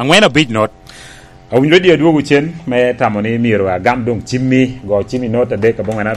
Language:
Lango (Uganda)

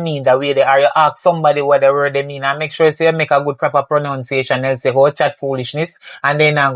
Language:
Jamaican Creole English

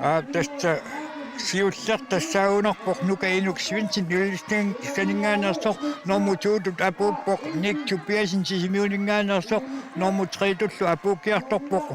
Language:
Kalaallisut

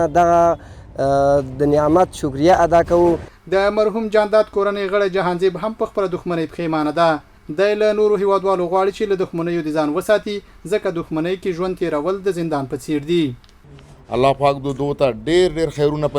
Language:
Pashto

